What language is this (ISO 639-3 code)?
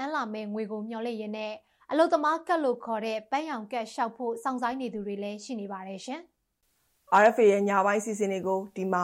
mya